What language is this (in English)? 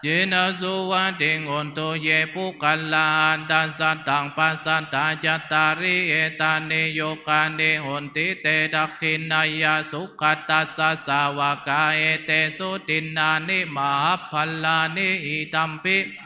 Pali